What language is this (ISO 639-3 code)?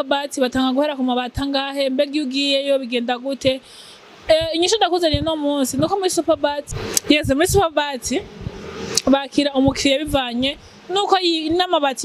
run